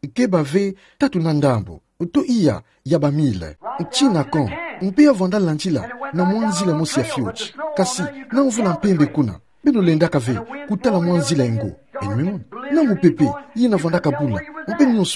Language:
Kituba (Democratic Republic of Congo)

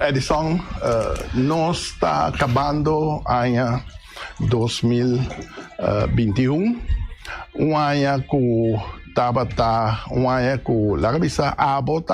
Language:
Papiamento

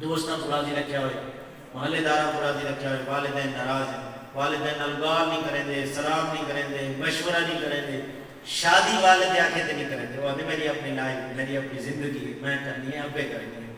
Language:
Saraiki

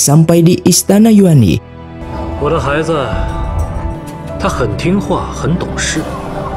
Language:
Indonesian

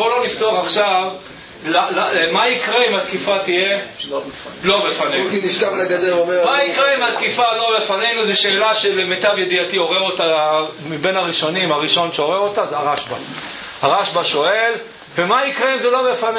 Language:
Hebrew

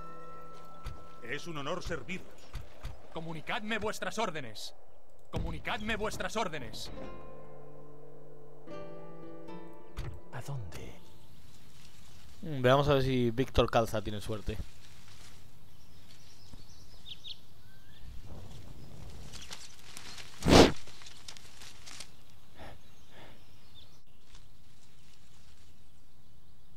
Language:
Spanish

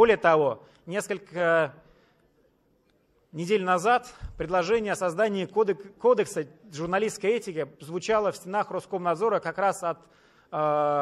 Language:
Russian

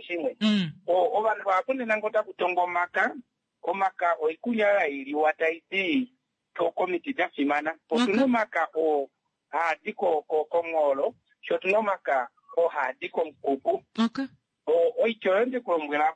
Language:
Kuanyama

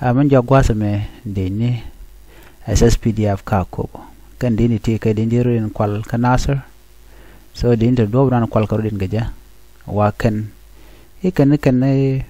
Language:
Nuer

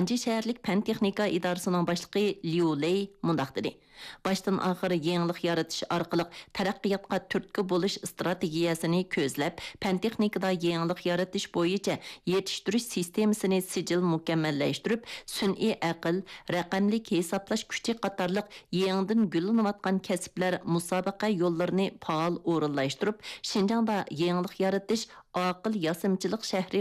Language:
Uyghur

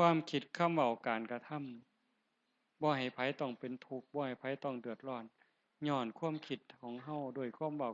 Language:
Northeastern Thai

